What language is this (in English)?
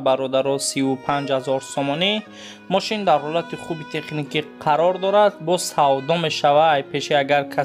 Tajik